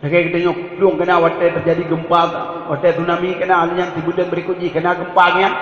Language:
Achinese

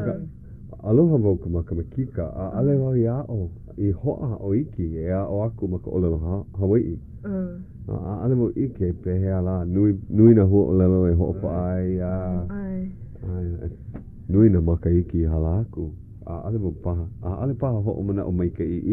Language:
Hawaiian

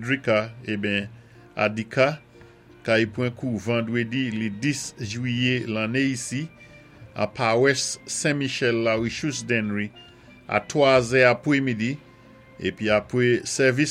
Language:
Saint Lucian Creole French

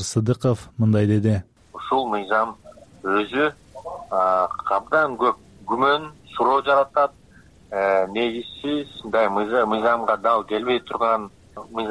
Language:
Kyrgyz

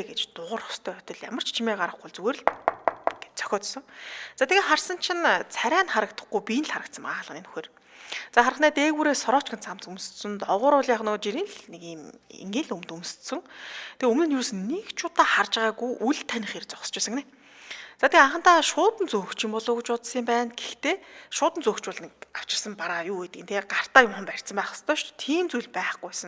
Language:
Mongolian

